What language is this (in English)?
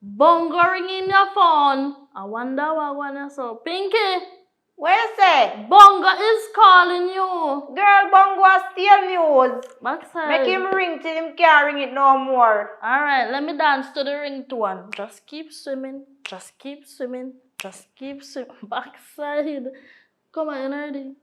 Jamaican Creole English